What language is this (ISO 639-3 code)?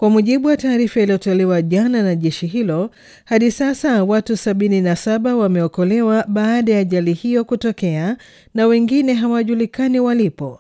swa